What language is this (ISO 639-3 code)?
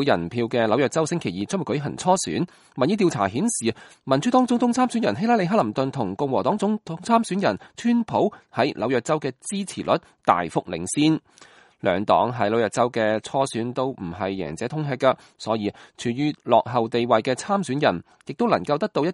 yue